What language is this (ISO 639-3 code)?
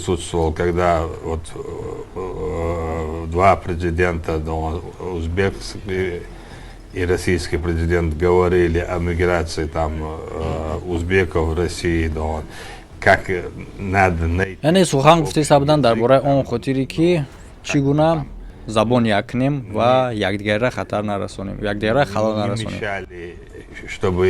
tgk